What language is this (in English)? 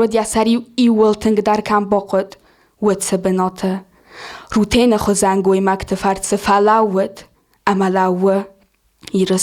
Ossetic